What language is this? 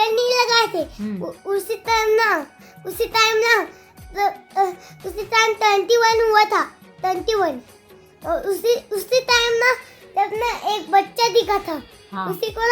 Chhattisgarhi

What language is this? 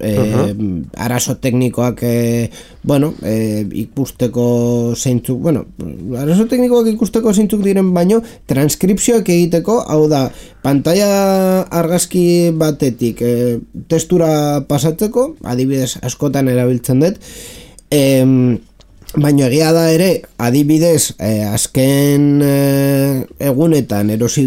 Basque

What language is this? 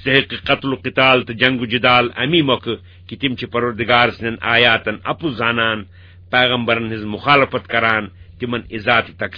Kashmiri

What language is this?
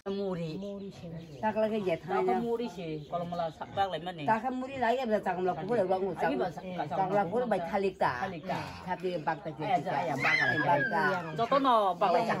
Kok Borok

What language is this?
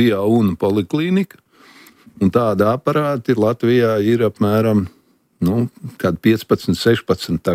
Latvian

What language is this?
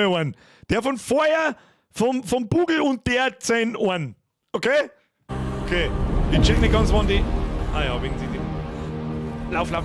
Bavarian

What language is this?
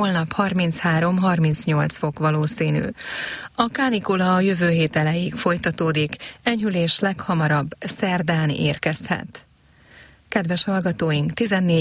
Hungarian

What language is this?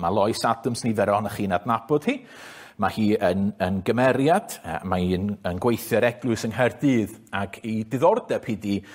Welsh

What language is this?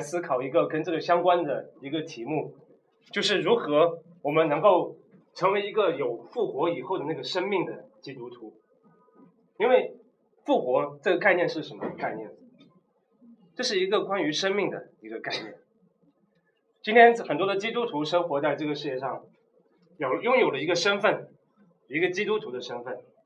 Chinese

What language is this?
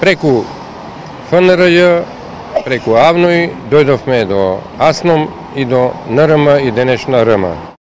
Macedonian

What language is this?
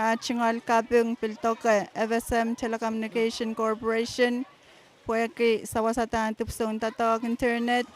Pohnpeian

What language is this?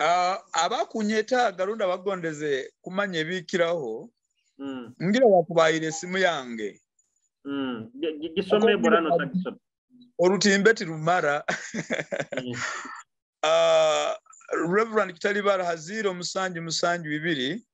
Nyoro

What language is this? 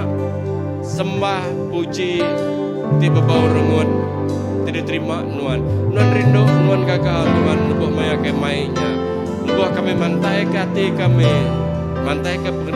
Iban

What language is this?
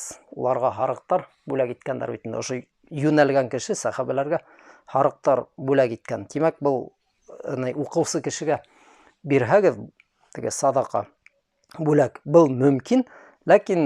Bashkir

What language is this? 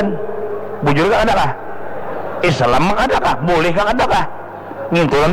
Banjar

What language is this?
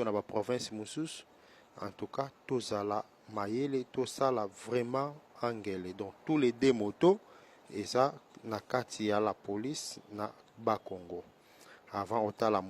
Lingala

